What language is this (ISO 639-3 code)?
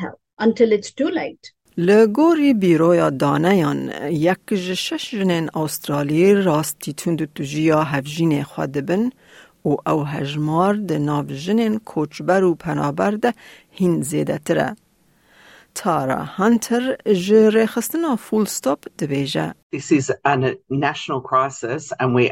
kur